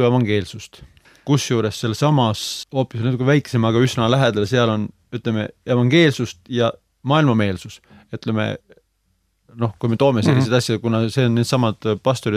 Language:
Estonian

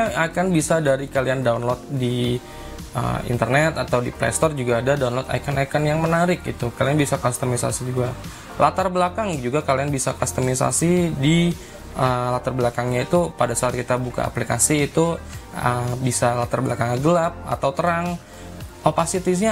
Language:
Indonesian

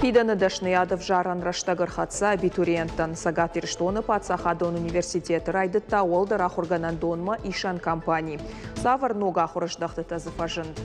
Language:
Ossetic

